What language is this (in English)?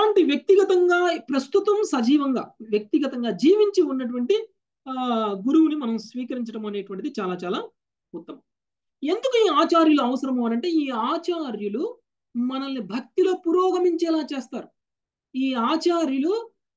Telugu